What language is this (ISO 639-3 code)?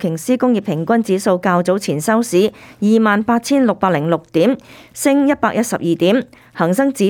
yue